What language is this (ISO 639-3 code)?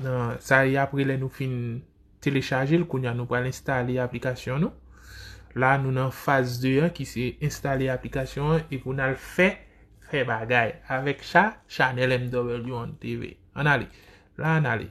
hat